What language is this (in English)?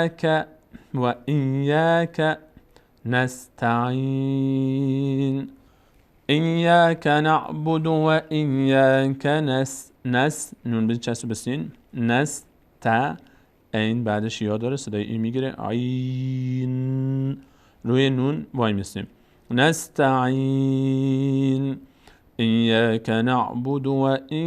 Persian